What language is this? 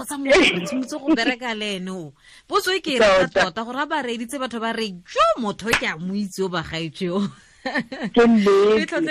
Tswana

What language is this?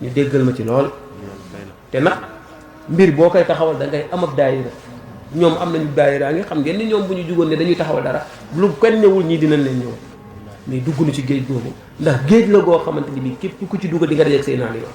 Wolof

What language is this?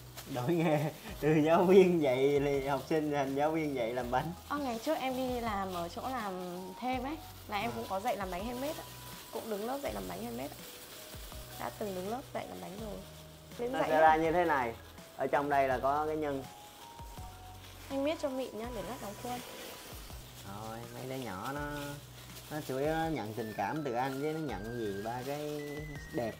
Vietnamese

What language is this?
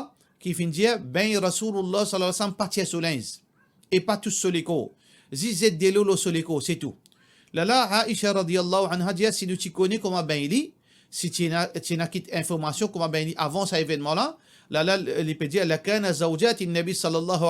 Morisyen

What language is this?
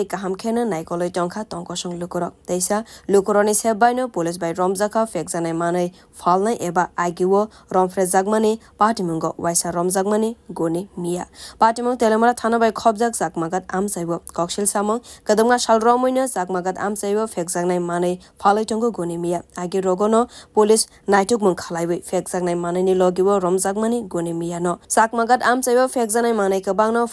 Kok Borok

